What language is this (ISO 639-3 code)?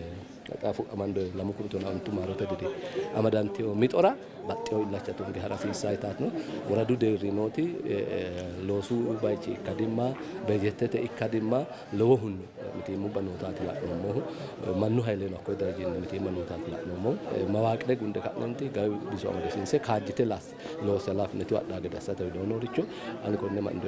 sid